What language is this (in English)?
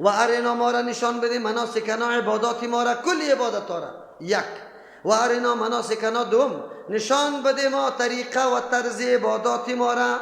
Persian